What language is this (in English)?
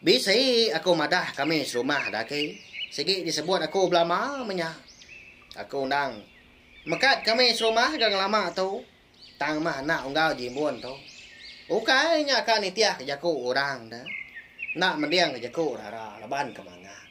Iban